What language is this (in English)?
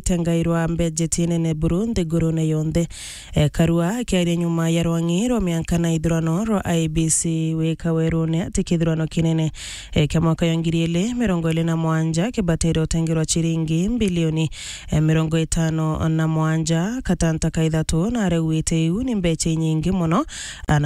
Meru